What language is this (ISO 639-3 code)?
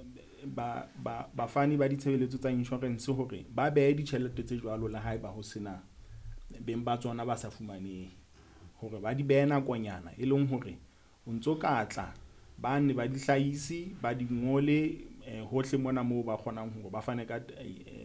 sot